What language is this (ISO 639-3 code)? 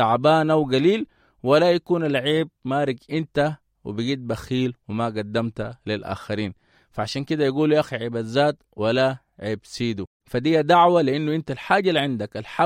apd